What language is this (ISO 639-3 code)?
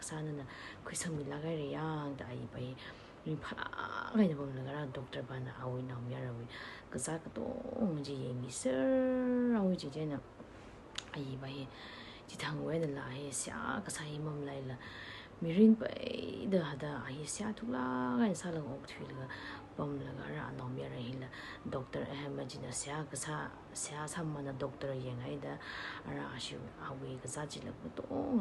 nmf